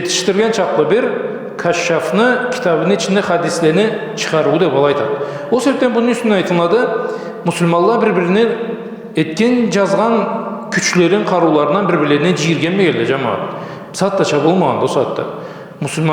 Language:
Karachay-Balkar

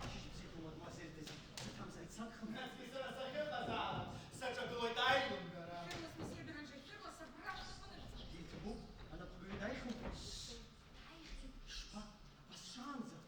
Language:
Abkhazian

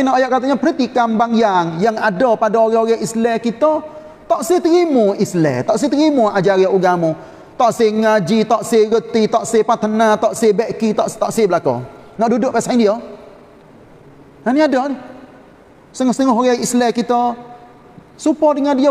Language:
Malay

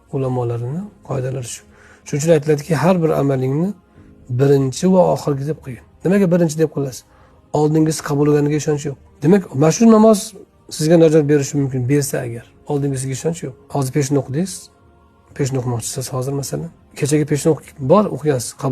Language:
Uzbek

